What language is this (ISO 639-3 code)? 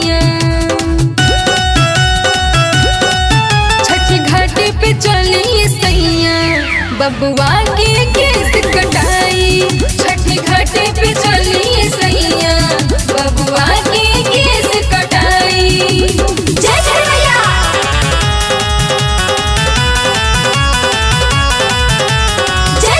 bho